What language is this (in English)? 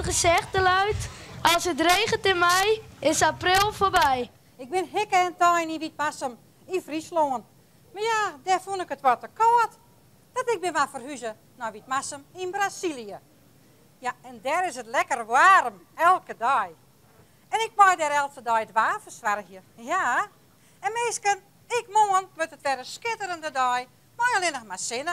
Western Frisian